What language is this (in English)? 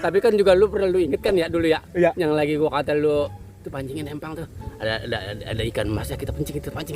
Betawi